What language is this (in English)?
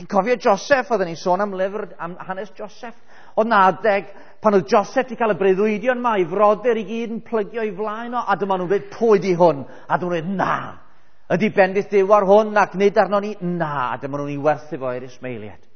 Welsh